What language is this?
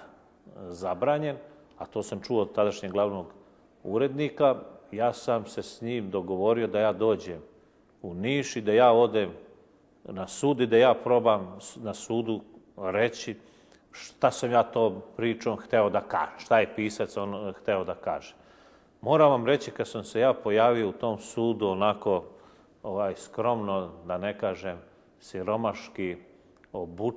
Serbian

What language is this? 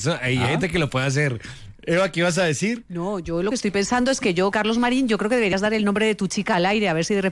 Spanish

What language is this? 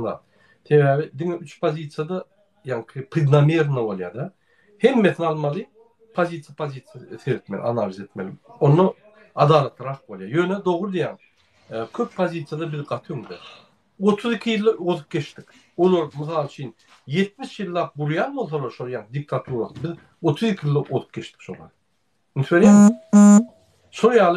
Turkmen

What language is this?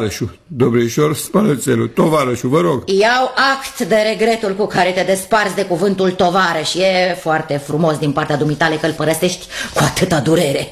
Romanian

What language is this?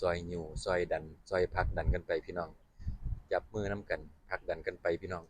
Lao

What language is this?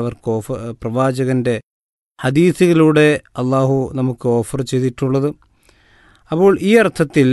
Malayalam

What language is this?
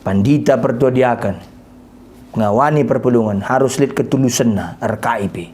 Batak Karo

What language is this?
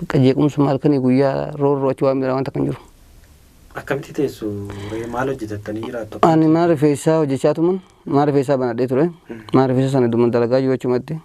Oromo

